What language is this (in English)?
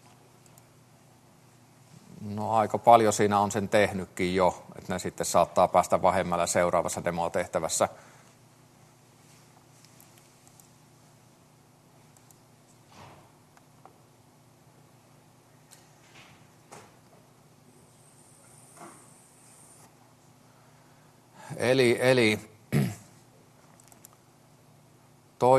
Finnish